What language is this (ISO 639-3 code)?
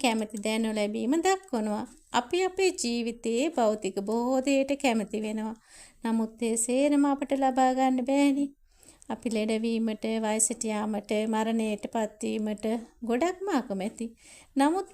sin